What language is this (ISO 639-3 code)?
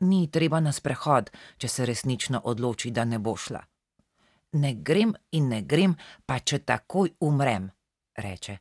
slv